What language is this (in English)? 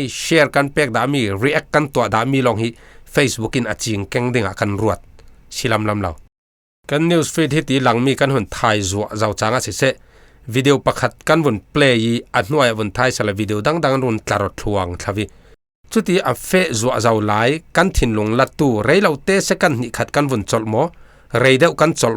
Falam Chin